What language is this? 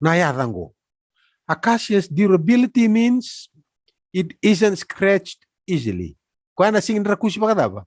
Fijian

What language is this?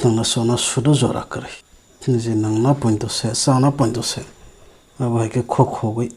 Kok Borok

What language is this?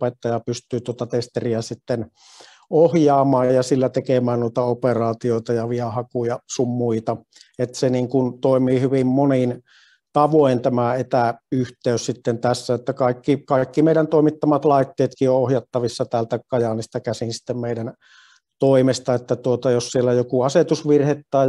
Finnish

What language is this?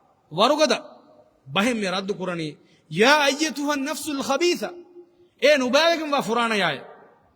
Divehi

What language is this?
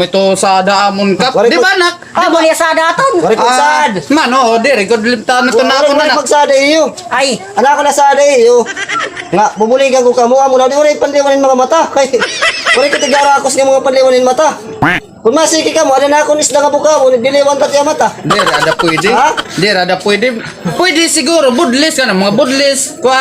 Waray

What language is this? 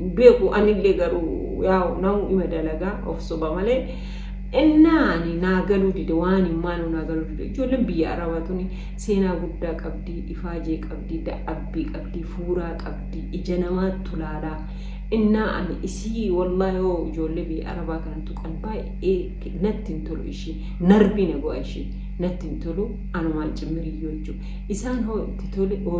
Oromo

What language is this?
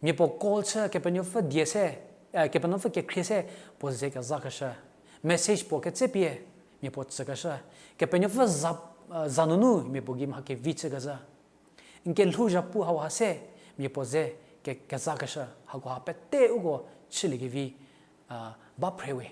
Angami Naga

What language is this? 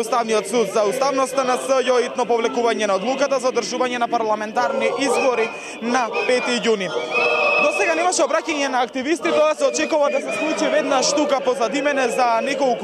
Macedonian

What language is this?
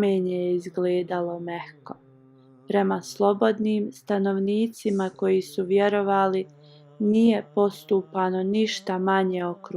Bosnian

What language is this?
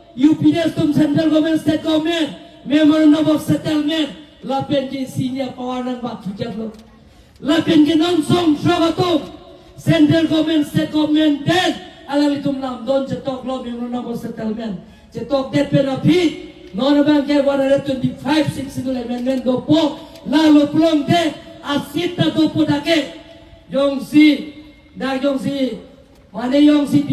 Karbi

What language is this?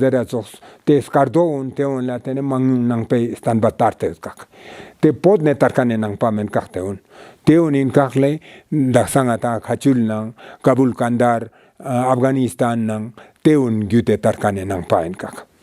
Ladakhi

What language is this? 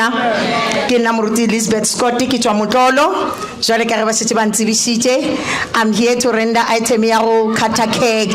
Northern Sotho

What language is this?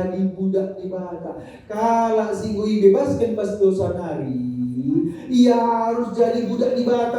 Batak Karo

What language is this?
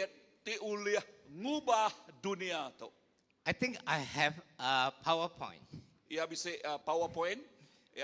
Iban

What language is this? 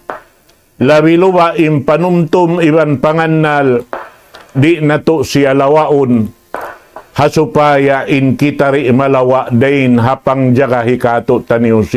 Tausug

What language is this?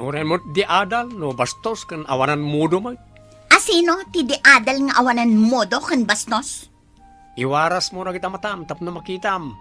Iloko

